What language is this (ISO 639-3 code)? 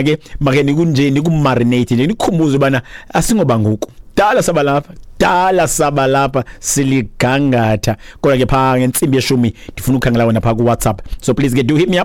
xho